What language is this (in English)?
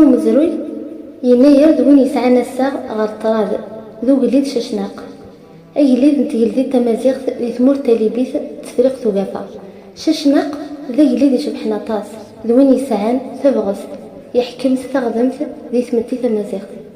Kabyle